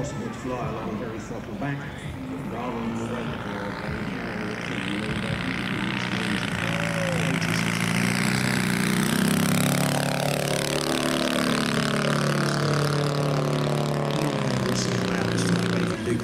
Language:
English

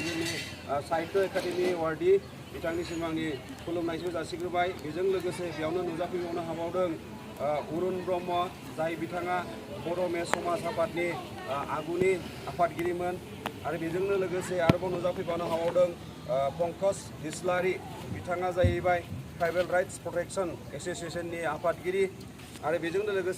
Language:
Bodo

